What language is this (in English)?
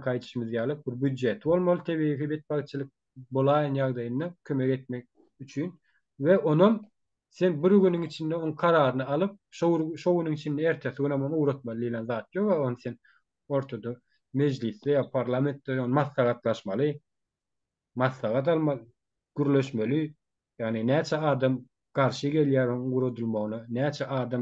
Turkmen